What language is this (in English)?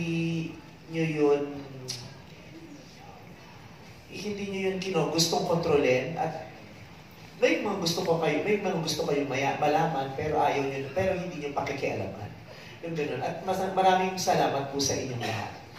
Filipino